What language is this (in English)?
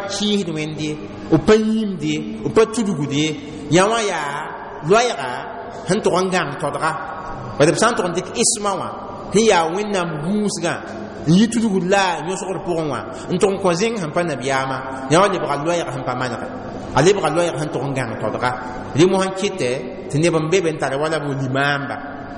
Mossi